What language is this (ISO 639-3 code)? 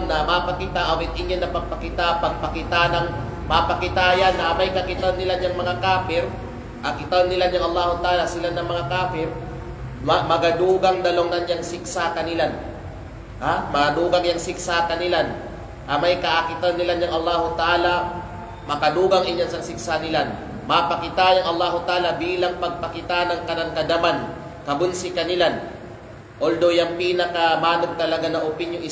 kqe